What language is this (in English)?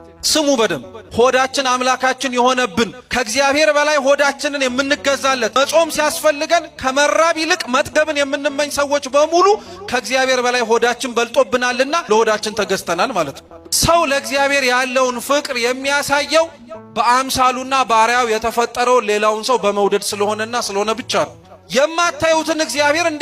Amharic